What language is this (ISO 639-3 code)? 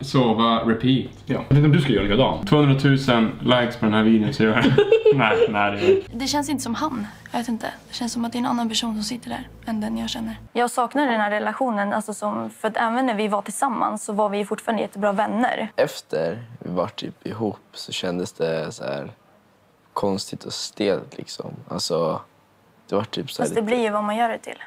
swe